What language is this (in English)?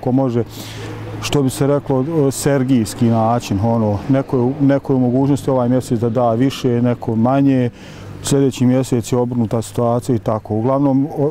Bosnian